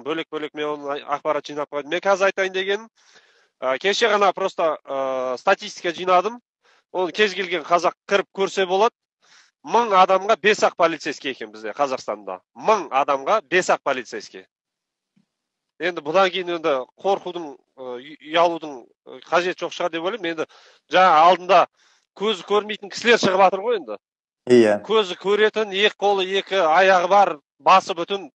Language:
Kazakh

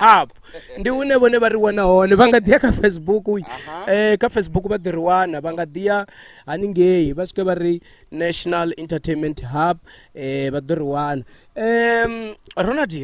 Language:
Venda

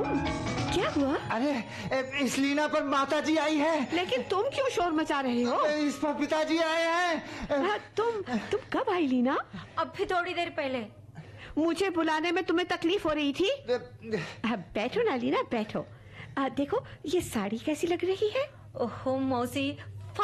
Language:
Hindi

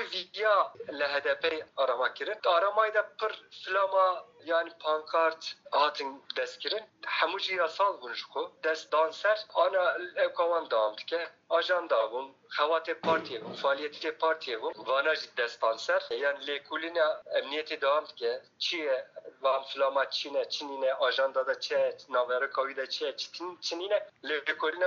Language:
Kurdish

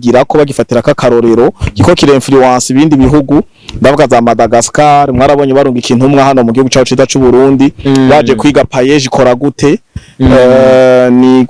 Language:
Rundi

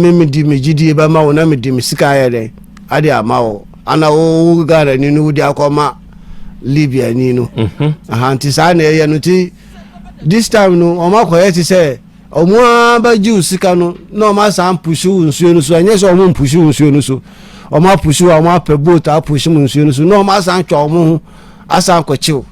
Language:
Akan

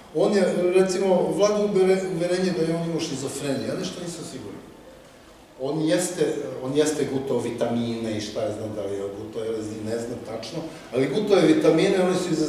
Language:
Serbian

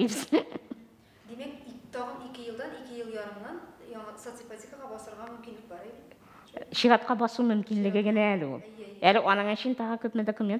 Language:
Tatar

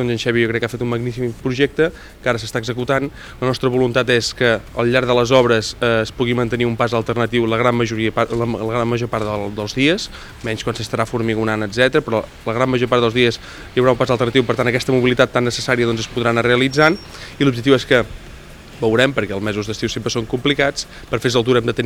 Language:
Catalan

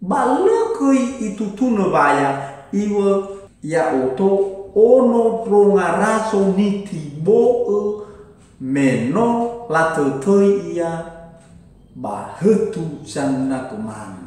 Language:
Nias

